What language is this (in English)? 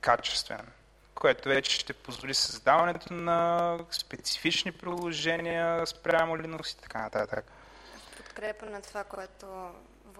Bulgarian